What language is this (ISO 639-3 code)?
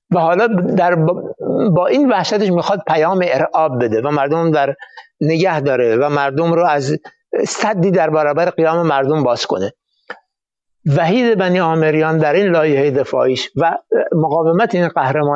fas